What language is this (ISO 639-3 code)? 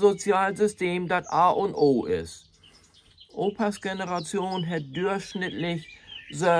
nds